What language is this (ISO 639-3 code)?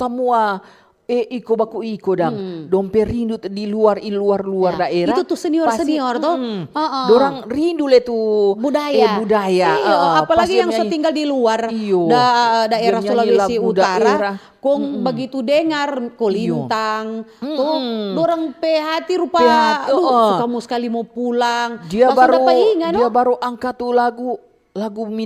xmm